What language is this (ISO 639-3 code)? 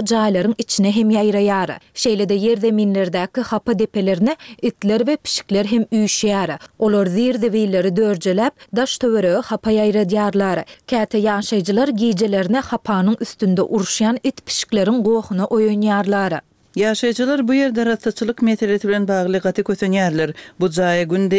tuk